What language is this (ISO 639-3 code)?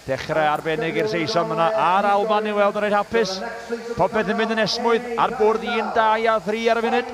cym